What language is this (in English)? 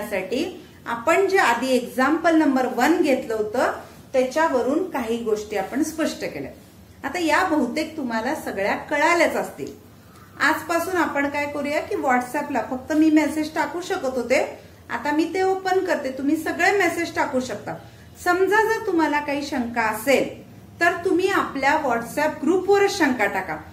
Marathi